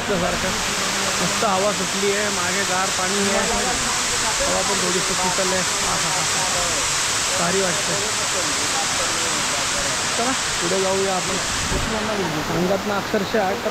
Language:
Marathi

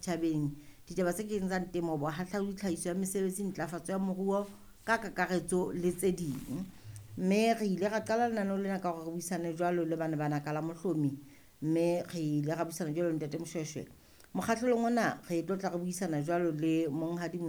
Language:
Southern Sotho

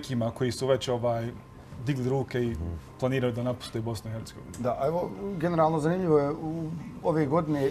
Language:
Bosnian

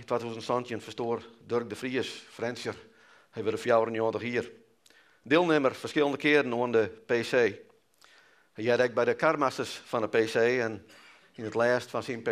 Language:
Western Frisian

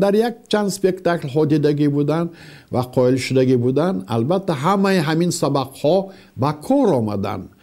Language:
Tajik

